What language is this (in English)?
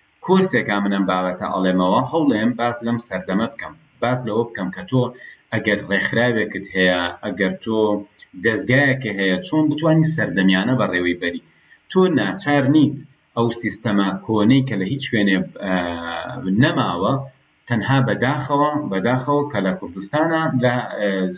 Central Kurdish